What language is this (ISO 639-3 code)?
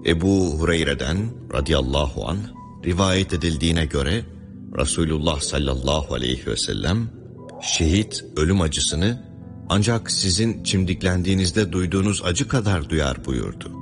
tur